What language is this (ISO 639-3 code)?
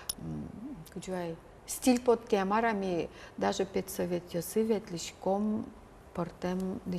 udm